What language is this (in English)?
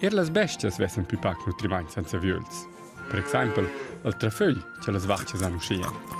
Romansh